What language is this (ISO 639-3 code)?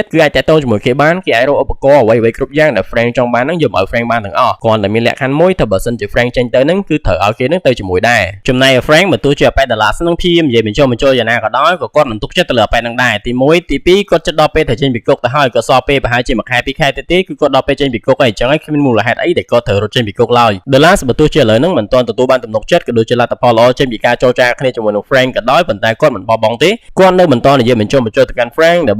khm